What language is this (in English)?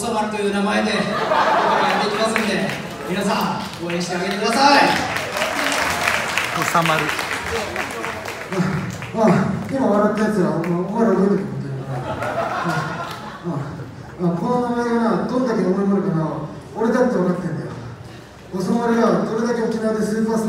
Japanese